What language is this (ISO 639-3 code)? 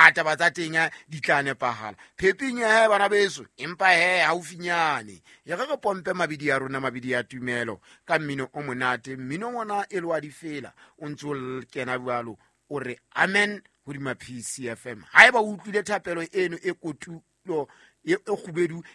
sot